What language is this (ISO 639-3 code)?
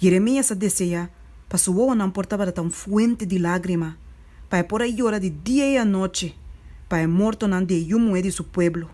pap